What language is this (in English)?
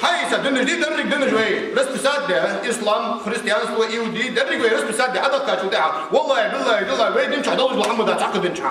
Ingush